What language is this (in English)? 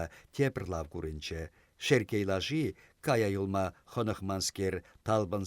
Chuvash